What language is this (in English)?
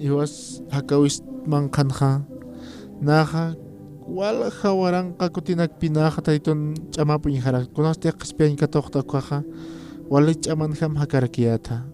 Aymara